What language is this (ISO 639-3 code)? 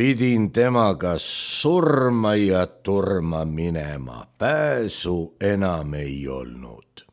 est